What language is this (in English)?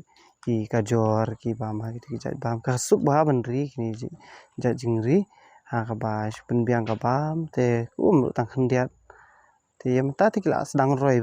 Khasi